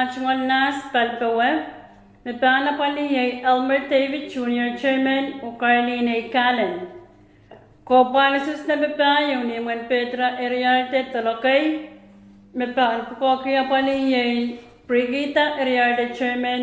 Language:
Pohnpeian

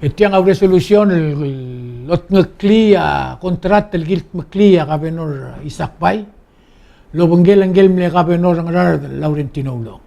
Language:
Palauan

